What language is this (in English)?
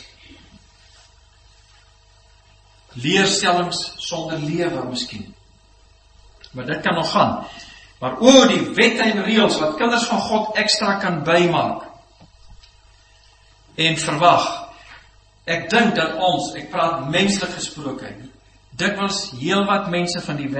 Afrikaans